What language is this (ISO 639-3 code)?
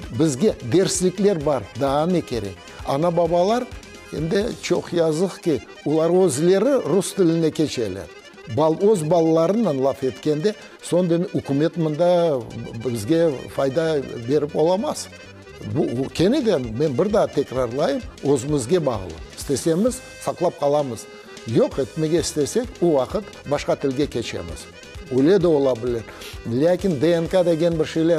crh